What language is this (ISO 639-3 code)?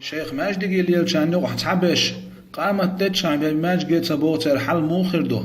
che